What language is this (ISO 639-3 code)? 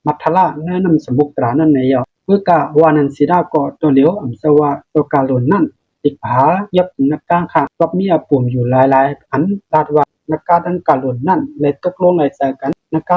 shn